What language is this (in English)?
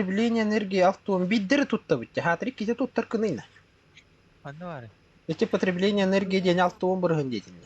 Yakut